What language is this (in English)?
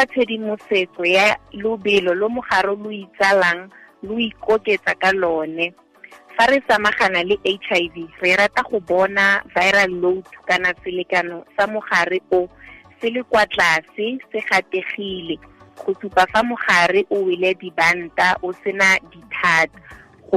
Tswana